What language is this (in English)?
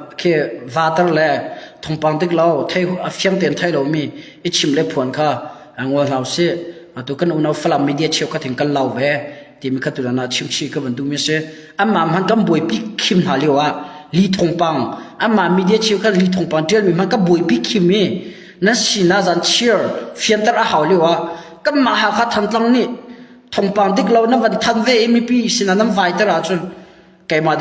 Hakha Chin